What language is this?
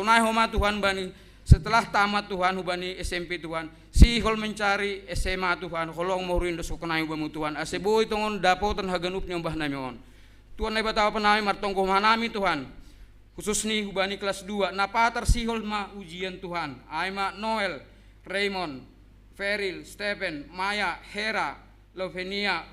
Batak Simalungun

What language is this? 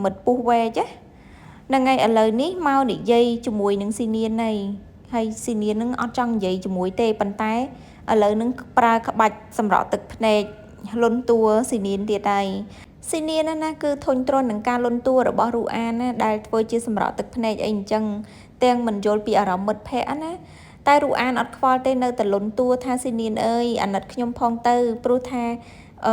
Khmer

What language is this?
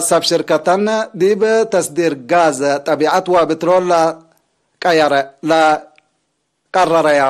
Tigre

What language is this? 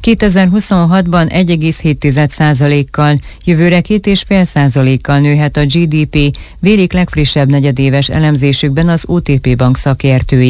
Hungarian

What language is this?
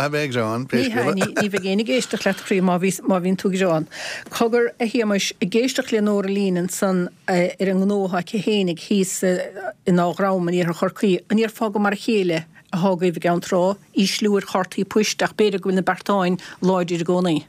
Irish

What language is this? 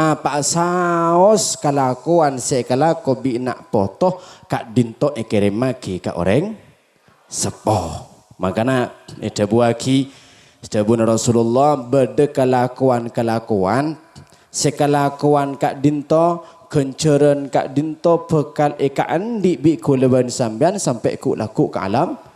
Madurese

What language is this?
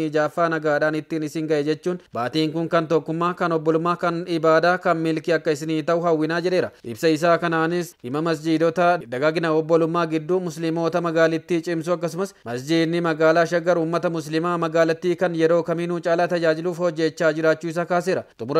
Oromo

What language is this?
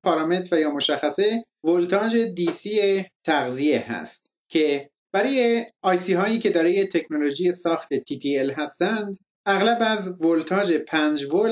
Persian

